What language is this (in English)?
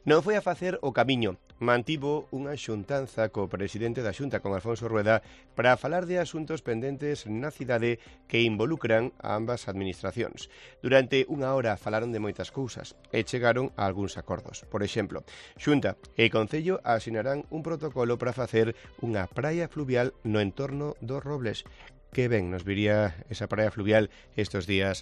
Galician